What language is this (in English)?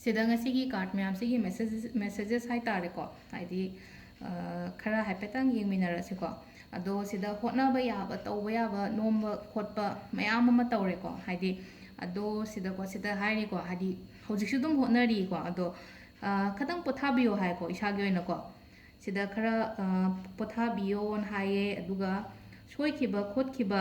Manipuri